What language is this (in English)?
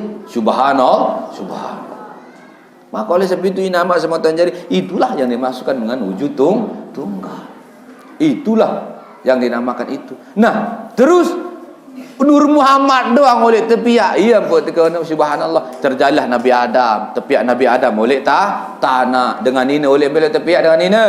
Sasak